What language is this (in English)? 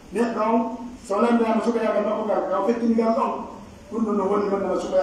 Pular